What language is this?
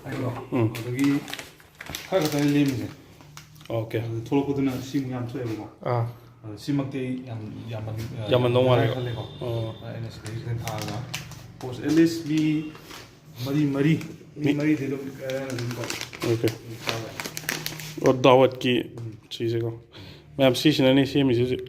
Manipuri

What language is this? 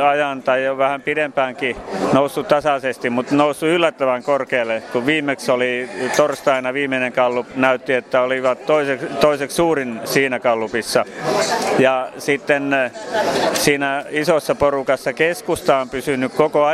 Finnish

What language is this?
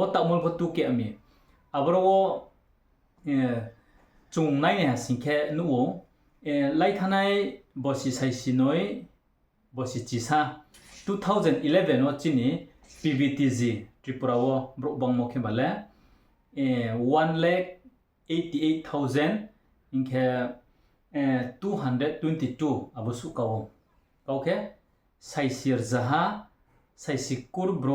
Riang (India)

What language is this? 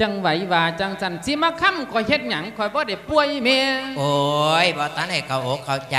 Lao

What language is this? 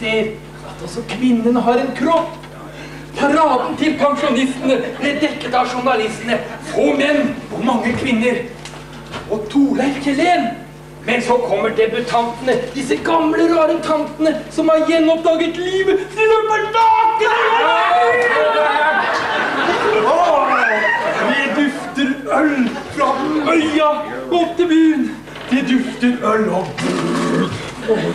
Norwegian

